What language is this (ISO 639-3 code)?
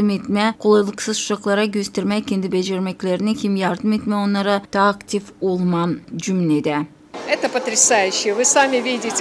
gag